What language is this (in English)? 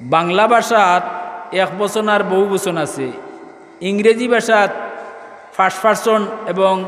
Sylheti